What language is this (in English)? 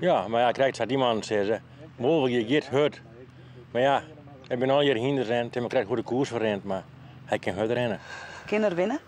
Western Frisian